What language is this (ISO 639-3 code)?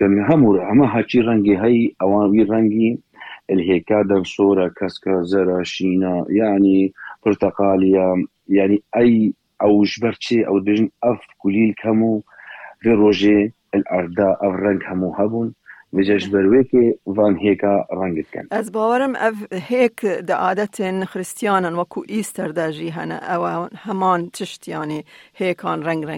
kur